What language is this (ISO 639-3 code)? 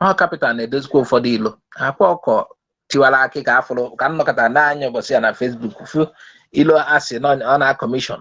ibo